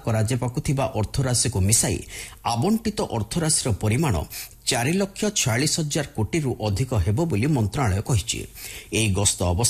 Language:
Odia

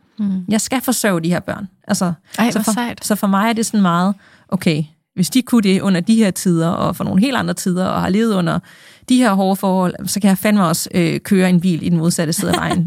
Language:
Danish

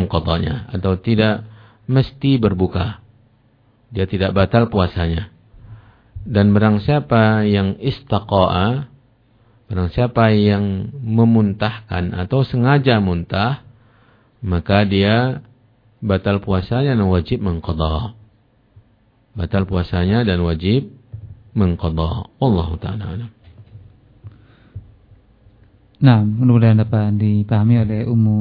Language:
Indonesian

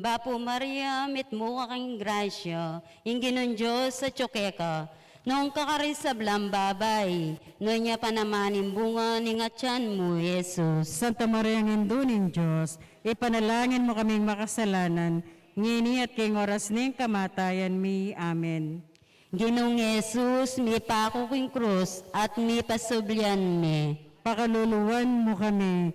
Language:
Pampanga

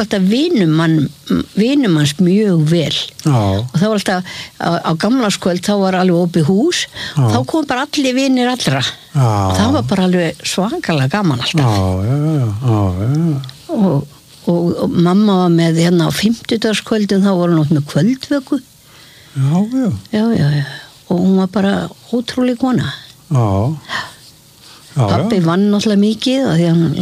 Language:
Icelandic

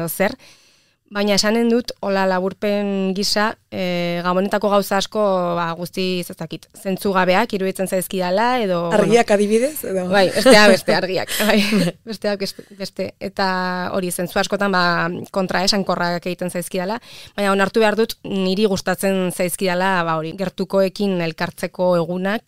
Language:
Basque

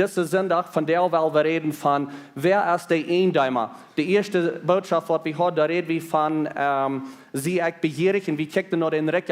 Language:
Plautdietsch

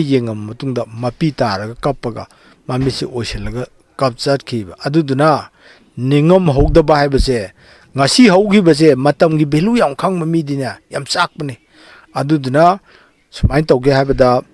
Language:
Manipuri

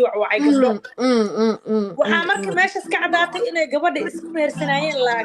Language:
Somali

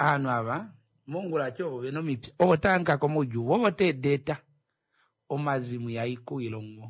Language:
Kuanyama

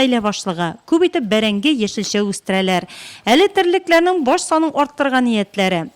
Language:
Tatar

